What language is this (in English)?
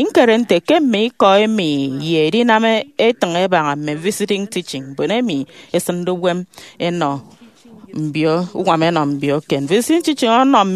Efik